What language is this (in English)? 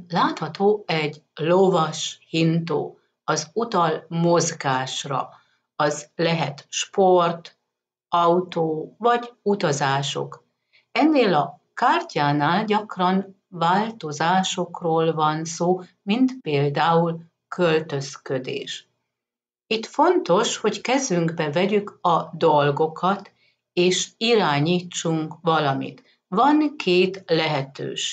Hungarian